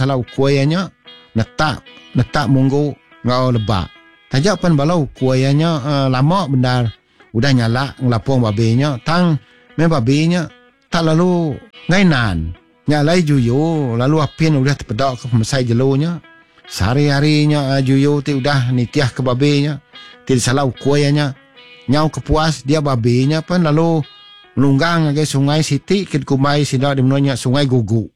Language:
Iban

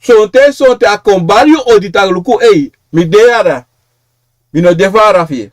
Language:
Sranan Tongo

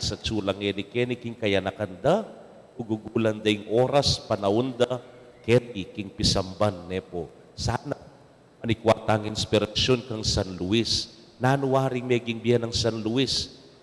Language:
Pampanga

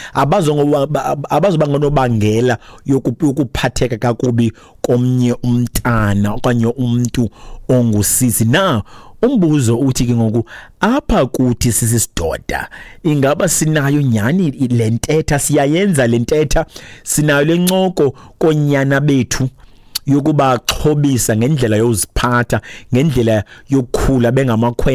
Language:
Xhosa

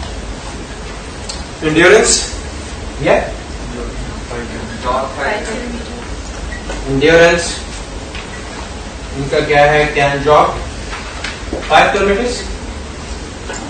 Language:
Urdu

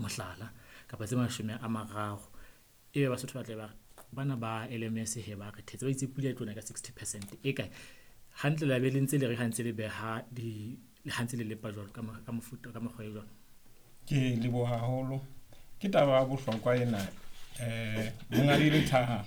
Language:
Southern Sotho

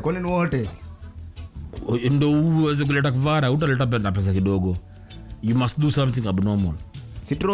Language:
Swahili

